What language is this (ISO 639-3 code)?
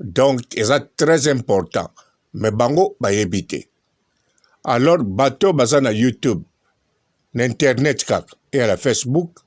lin